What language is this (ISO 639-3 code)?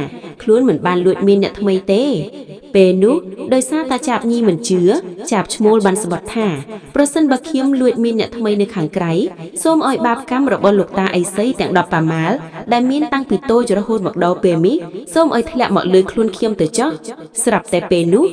khm